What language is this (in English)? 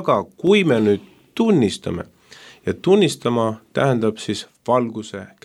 Estonian